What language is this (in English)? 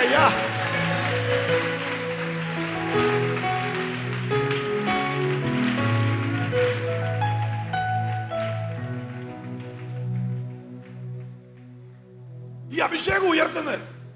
Malayalam